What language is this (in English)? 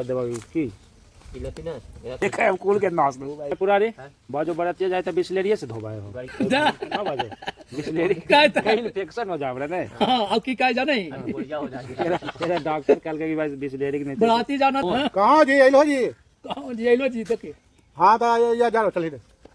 Magahi